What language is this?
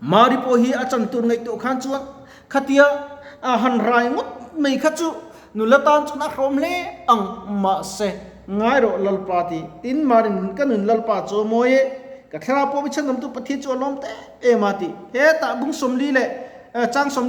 Mizo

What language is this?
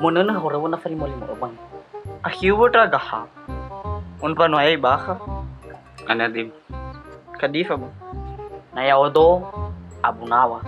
Nias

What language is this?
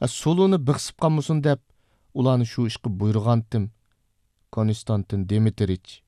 Uyghur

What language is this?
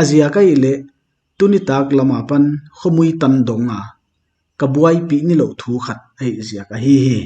Paite Chin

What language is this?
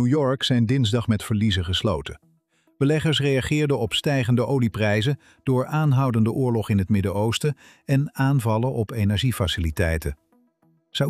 Dutch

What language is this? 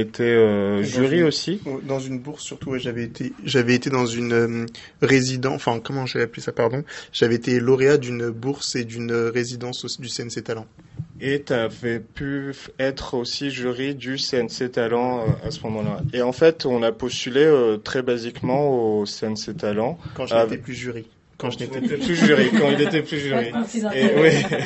French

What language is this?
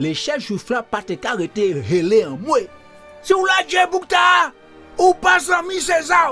Guadeloupean Creole French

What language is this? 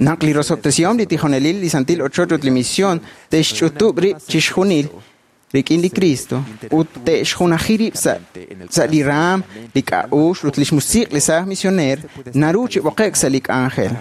Kekchí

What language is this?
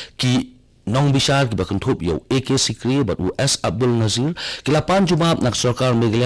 Khasi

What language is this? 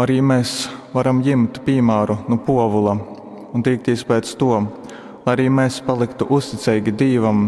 Latgalian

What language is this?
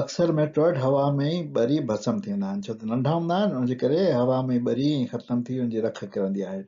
Sindhi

